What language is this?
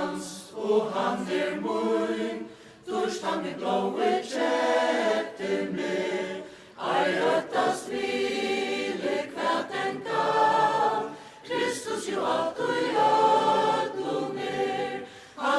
Faroese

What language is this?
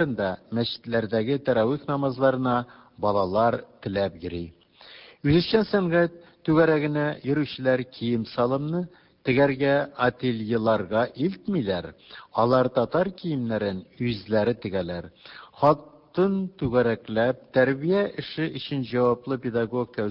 Tatar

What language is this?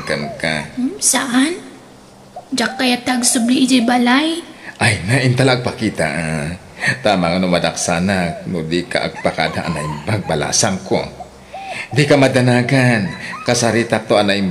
Iloko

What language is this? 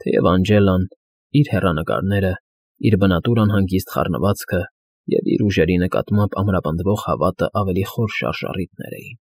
Armenian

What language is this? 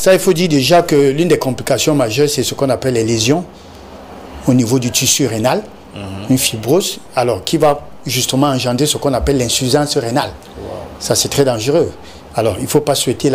French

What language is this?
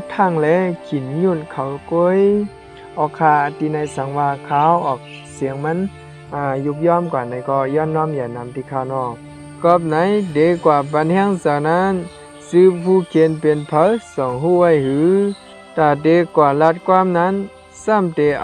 Shan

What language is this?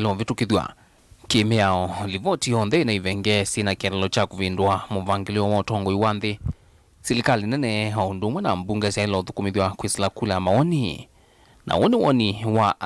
Kamba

